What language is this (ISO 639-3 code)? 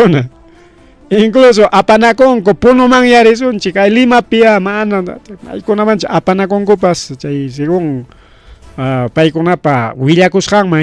quy